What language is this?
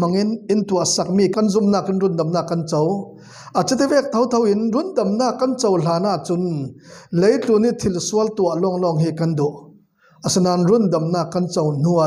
Falam Chin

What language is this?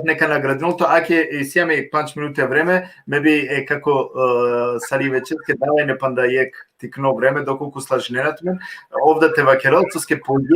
Balkan Romani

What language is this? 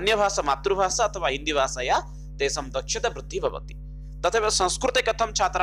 Sanskrit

